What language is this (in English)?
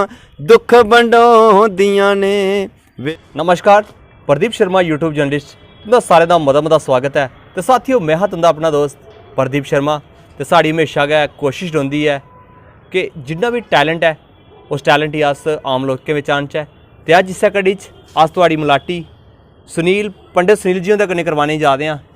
Dogri